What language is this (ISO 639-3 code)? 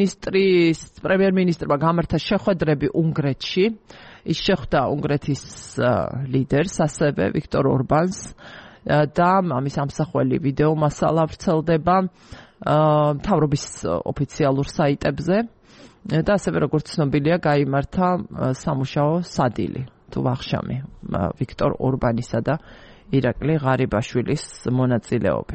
kat